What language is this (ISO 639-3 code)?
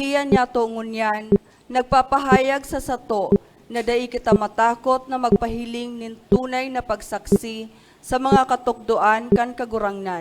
bik